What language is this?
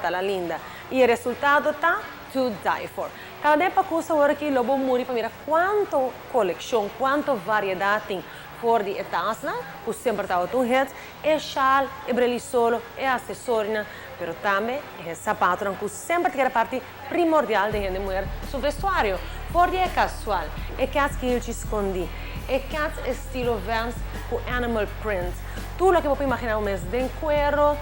Papiamento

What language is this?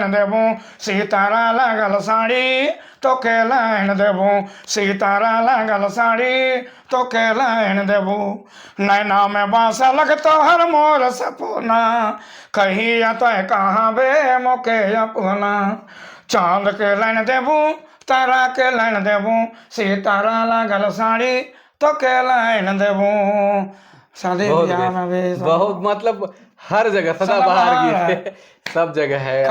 Sadri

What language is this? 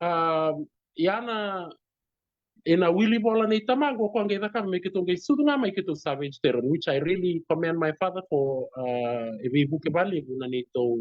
Fijian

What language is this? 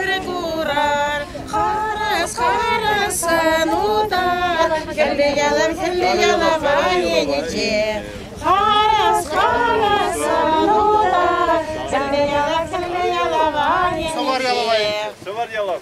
Chuvash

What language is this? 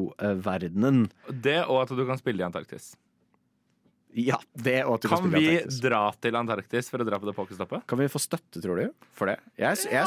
Norwegian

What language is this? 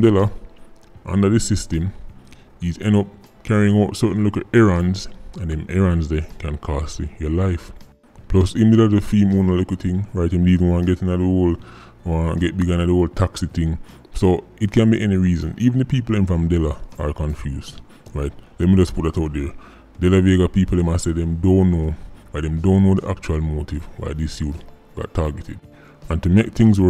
Jamaican Creole English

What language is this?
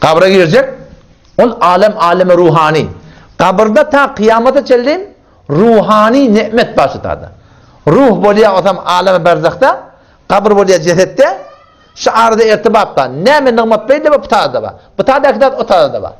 Turkmen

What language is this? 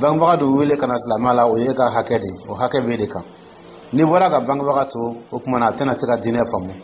Dyula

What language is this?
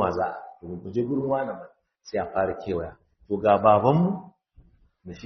Hausa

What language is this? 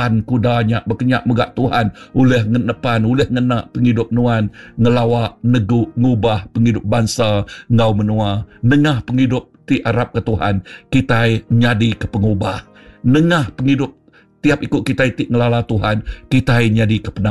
Iban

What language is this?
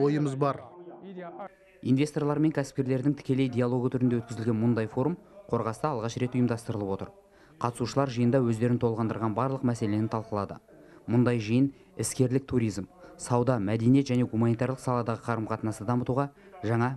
Kazakh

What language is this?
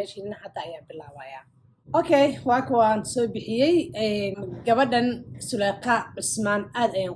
Somali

